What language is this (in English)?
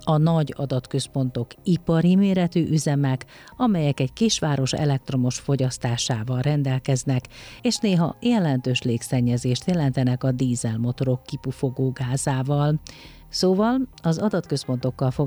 Hungarian